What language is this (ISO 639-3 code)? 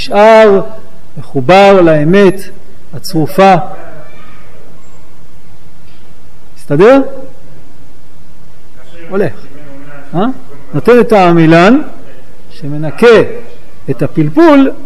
heb